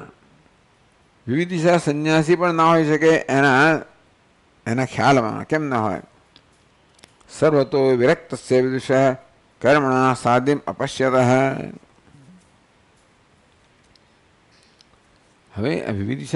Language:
Gujarati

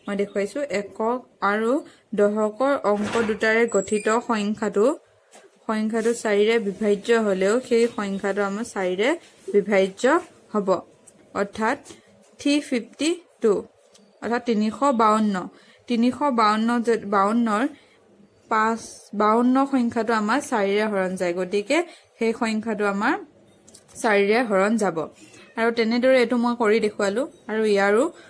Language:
Assamese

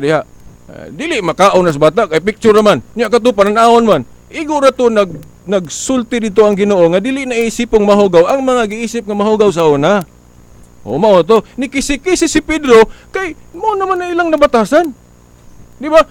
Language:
Cebuano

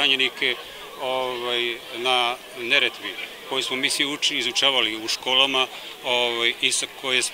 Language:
Bosnian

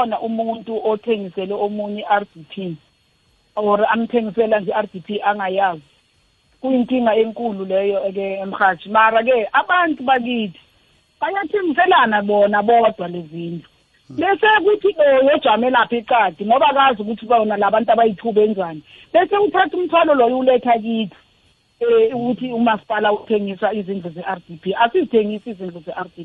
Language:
South Ndebele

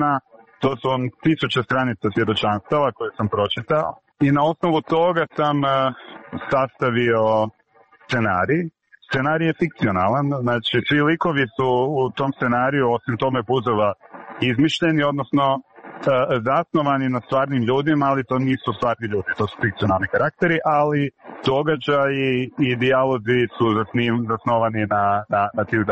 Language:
Croatian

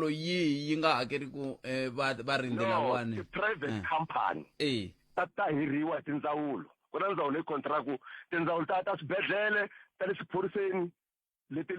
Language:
Tsonga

